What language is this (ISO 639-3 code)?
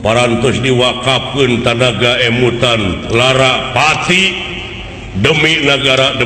sun